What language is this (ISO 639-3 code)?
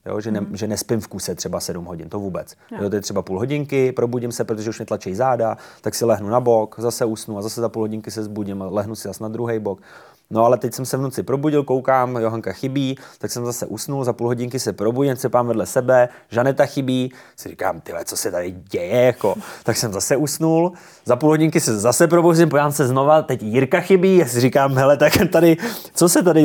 ces